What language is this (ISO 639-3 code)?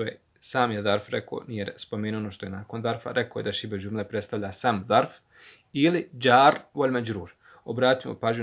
bos